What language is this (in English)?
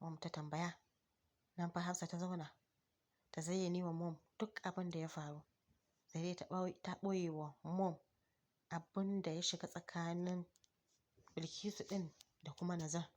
Hausa